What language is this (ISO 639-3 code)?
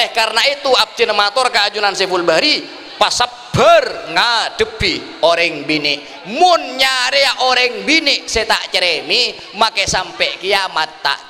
mad